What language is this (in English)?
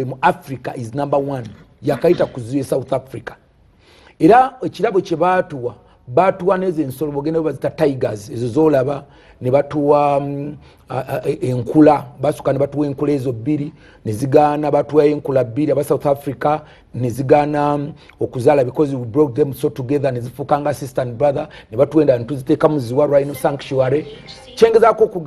Ganda